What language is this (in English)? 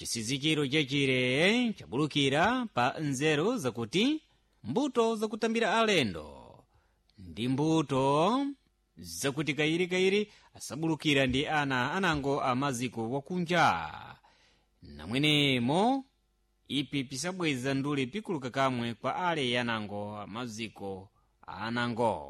Sena